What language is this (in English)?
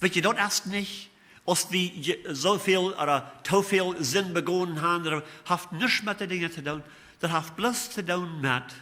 Plautdietsch